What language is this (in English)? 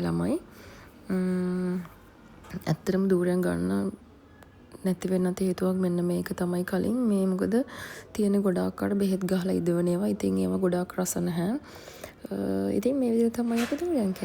Sinhala